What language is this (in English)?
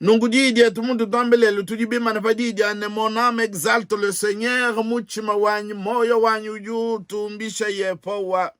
Luba-Lulua